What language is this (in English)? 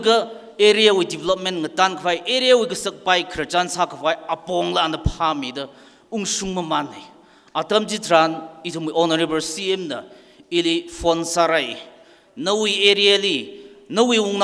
Tangkhul Naga (India)